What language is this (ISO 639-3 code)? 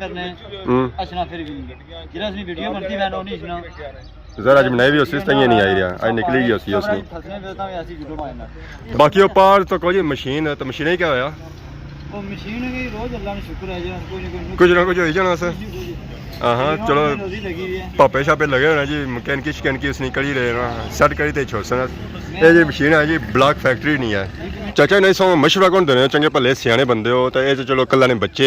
phr